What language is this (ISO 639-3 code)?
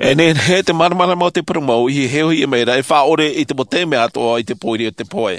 tah